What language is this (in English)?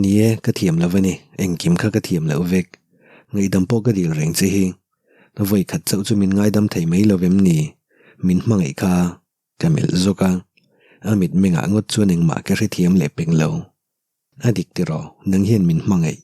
Mizo